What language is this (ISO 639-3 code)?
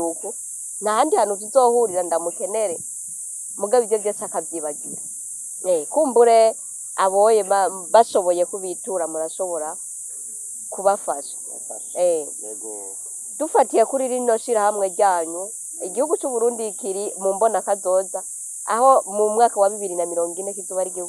run